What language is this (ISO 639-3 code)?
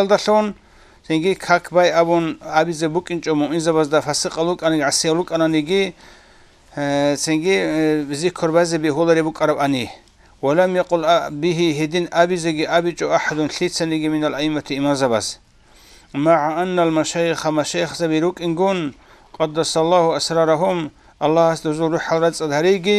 ava